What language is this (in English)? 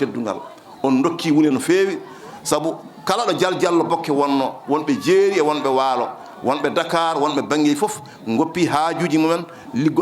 Fula